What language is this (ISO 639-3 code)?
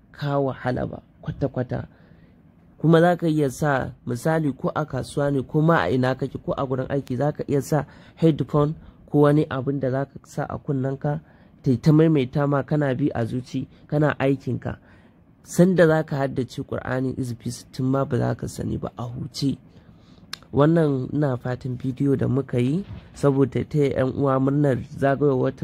hau